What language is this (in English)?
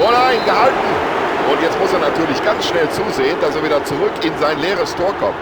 Bavarian